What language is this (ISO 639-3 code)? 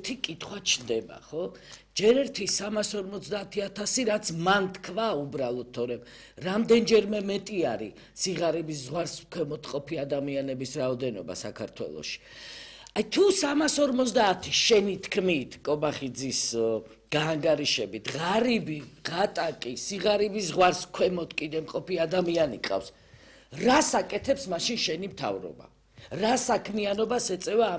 kat